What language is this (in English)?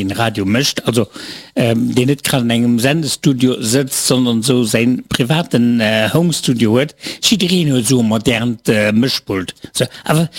Luxembourgish